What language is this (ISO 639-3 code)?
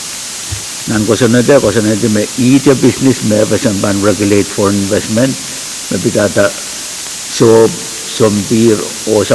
pon